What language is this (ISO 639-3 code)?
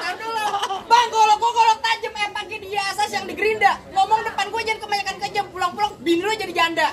bew